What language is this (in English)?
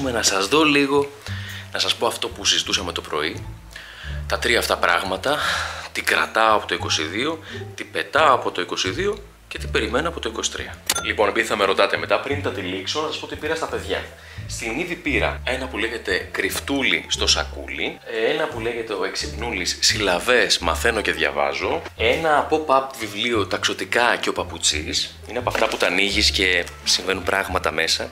Greek